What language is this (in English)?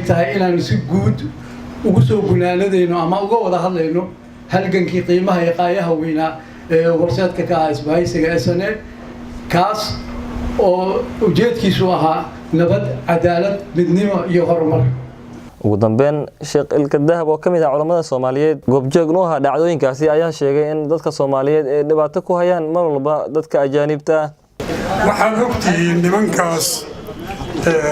Somali